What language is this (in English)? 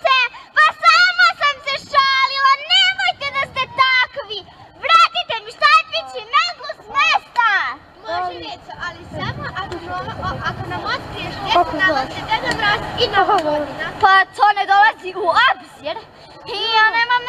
Serbian